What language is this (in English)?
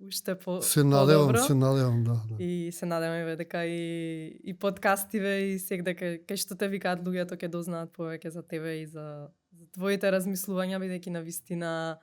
Macedonian